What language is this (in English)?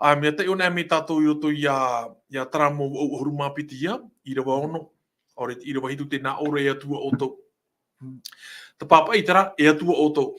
Tahitian